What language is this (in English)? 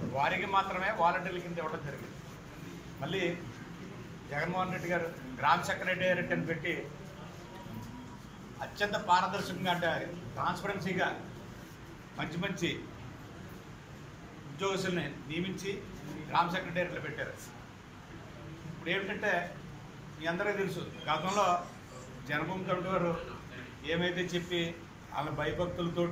Telugu